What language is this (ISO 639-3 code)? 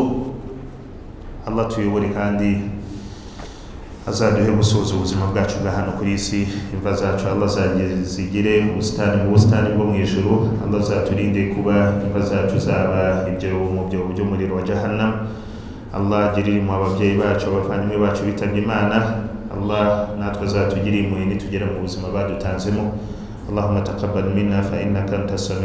kin